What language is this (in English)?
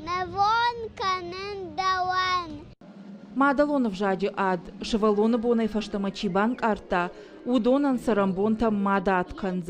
Ossetic